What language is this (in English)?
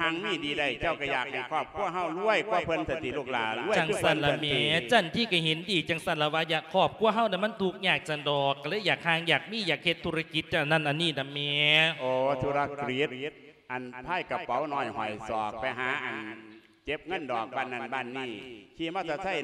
Lao